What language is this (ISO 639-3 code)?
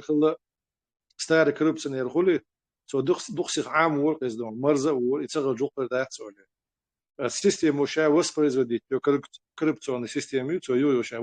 che